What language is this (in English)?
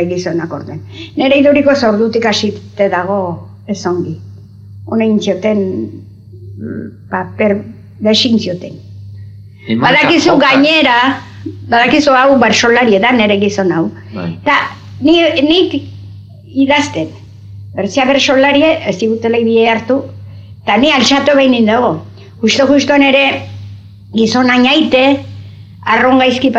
Basque